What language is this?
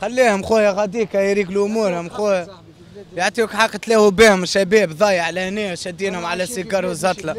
Tunisian Arabic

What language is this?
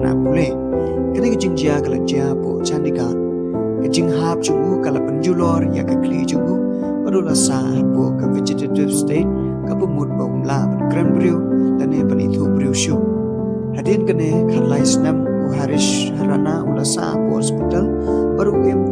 Khasi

